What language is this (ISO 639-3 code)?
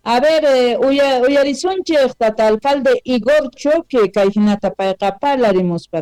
que